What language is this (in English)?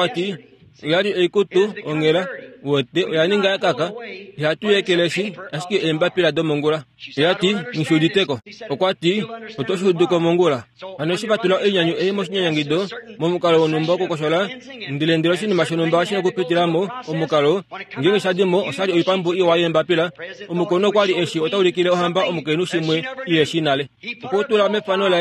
Kuanyama